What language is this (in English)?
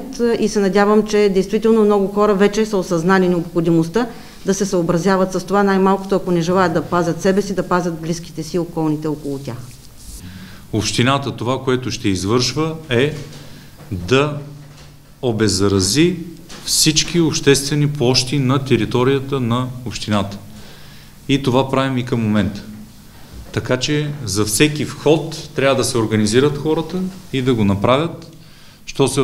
Bulgarian